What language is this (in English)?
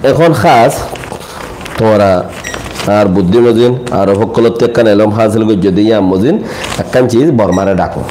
Rohingya